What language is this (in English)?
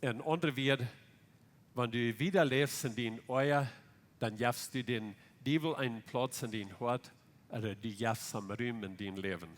Plautdietsch